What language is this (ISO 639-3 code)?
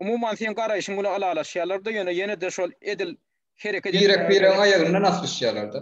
tuk